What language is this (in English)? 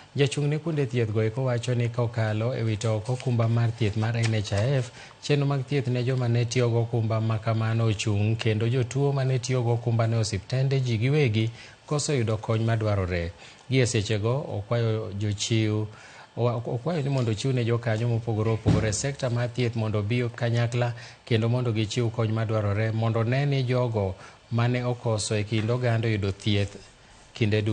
Luo (Kenya and Tanzania)